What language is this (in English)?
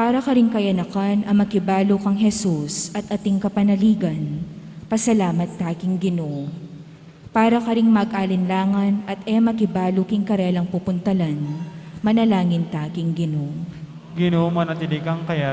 Pampanga